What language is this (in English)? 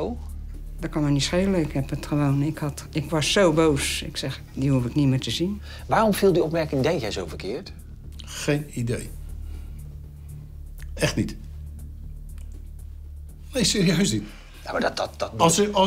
Dutch